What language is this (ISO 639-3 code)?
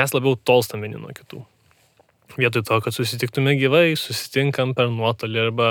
lit